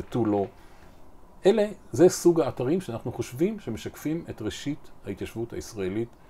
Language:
Hebrew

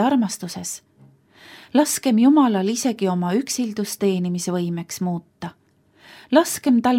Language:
Estonian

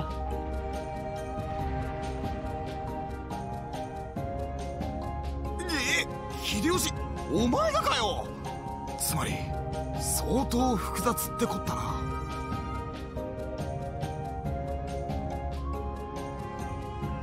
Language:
Japanese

